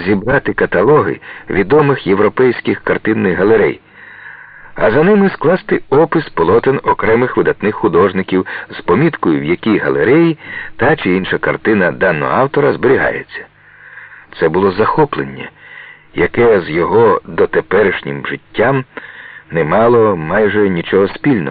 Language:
Ukrainian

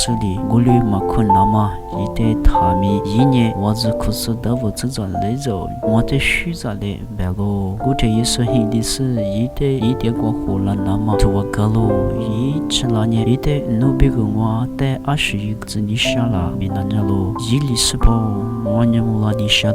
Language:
Lisu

